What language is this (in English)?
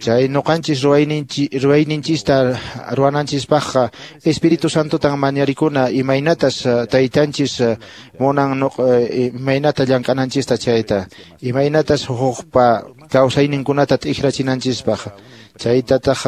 Quechua